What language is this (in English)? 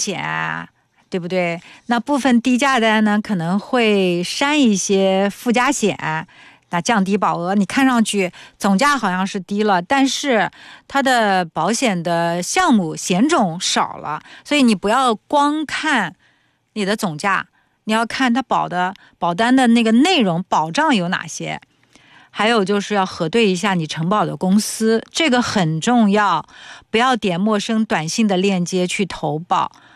Chinese